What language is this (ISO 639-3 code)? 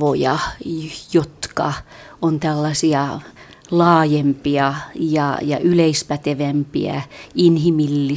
fin